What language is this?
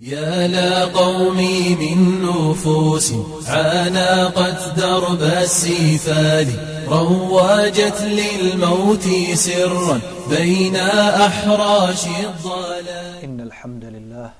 Bosnian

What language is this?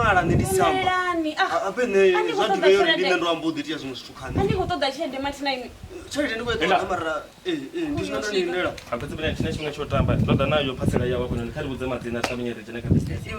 Venda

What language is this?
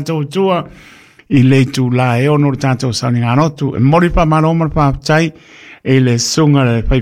Samoan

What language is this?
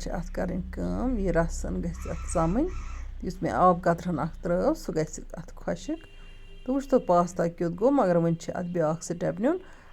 Kashmiri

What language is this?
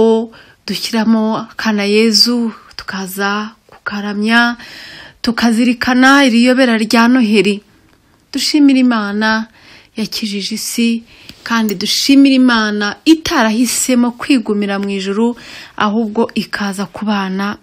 Kinyarwanda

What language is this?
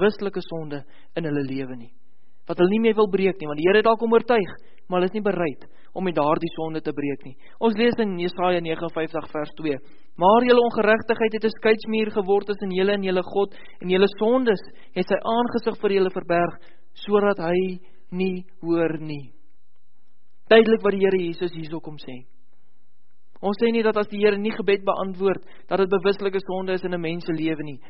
Afrikaans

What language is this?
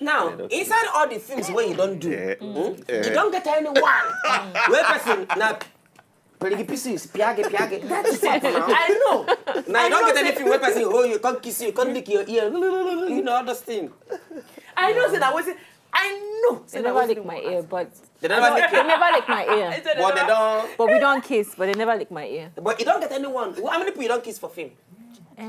Nigerian Pidgin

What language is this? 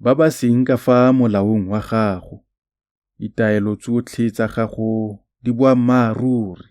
Tswana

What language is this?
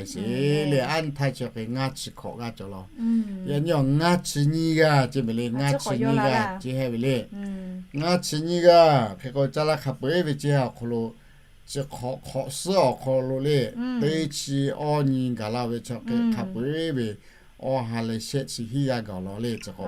Lahu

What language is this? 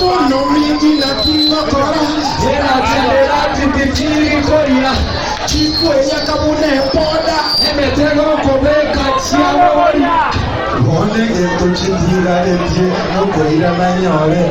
Gusii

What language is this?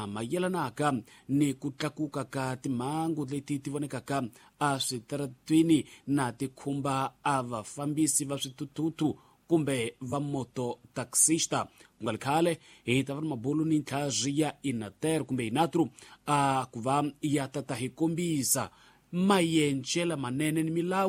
Tsonga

